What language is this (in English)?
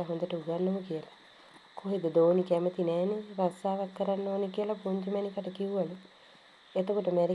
Sinhala